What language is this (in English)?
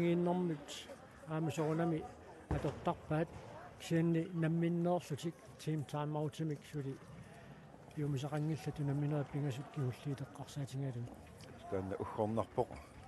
Kalaallisut